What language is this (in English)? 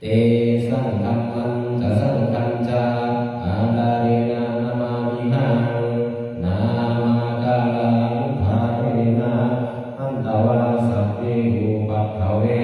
Pali